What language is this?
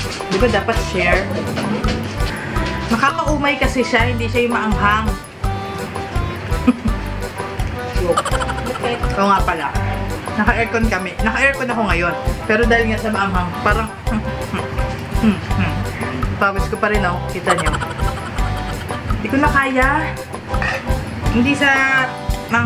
Filipino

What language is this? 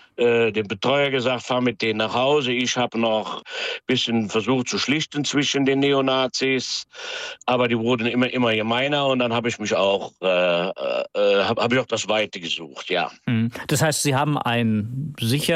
German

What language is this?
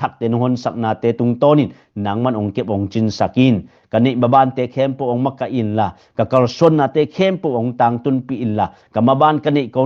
Tedim Chin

